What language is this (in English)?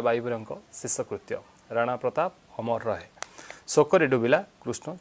Odia